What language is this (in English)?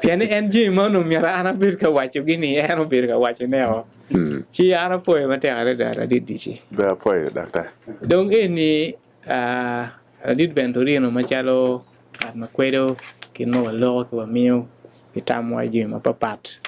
Acoli